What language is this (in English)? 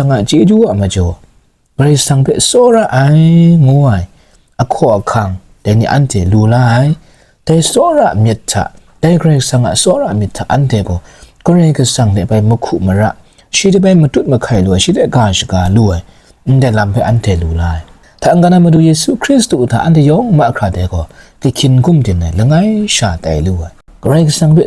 Kachin